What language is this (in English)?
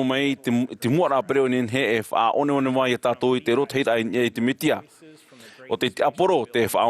Tahitian